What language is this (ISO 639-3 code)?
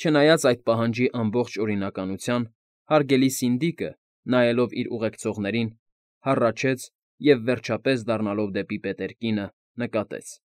hye